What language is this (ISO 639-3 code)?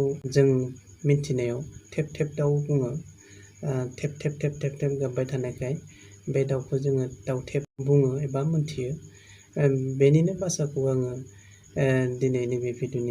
brx